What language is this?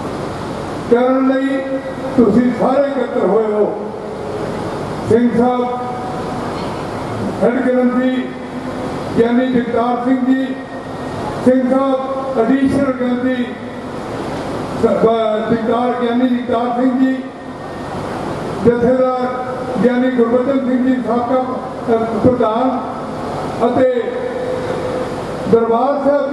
Punjabi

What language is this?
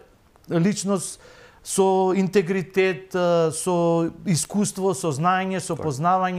Macedonian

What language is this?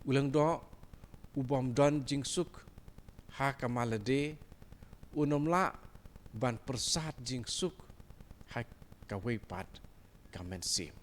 Khasi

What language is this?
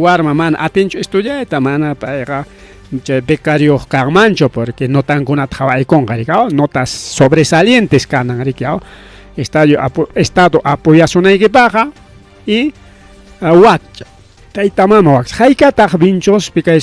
Ayacucho Quechua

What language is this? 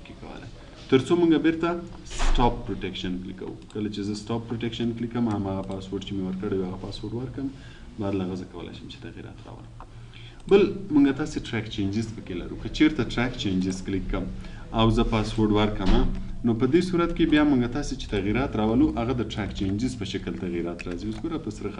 Pashto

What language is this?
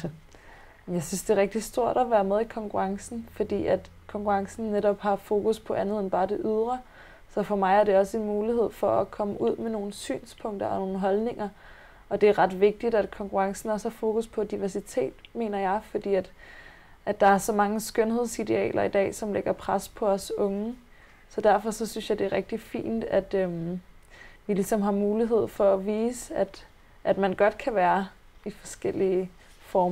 Danish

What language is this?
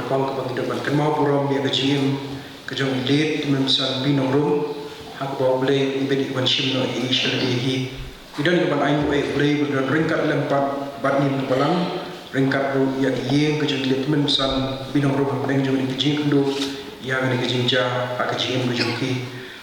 Khasi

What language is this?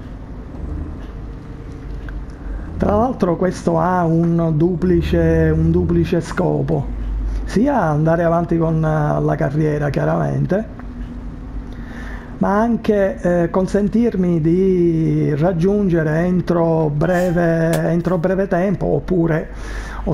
Italian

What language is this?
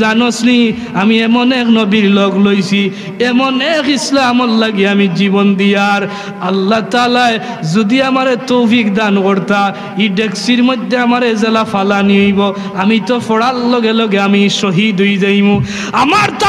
Sylheti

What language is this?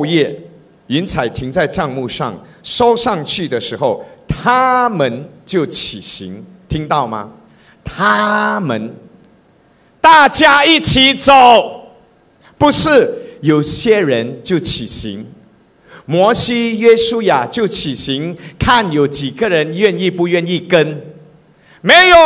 Chinese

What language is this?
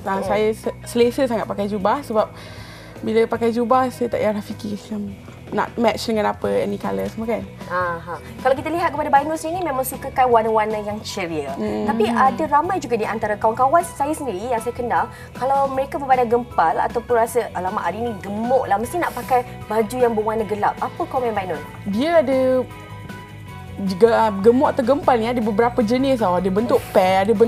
Malay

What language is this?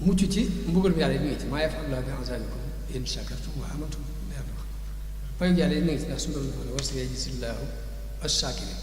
Wolof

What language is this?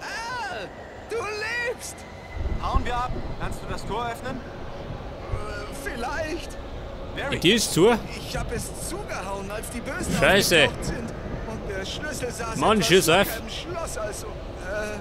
Bavarian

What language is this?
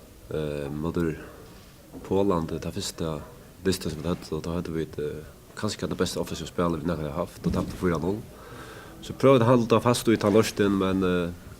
Faroese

